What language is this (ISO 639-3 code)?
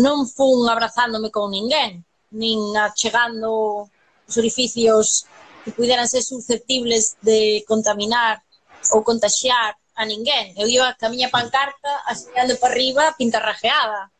glg